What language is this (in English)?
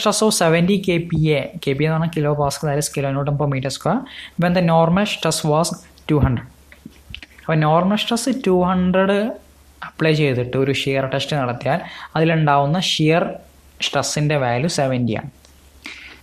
Malayalam